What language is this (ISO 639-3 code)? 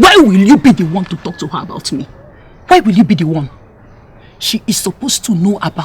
pcm